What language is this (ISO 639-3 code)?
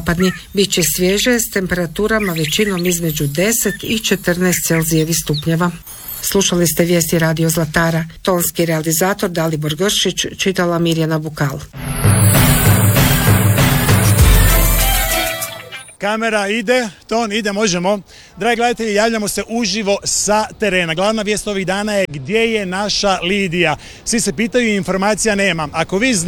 hrv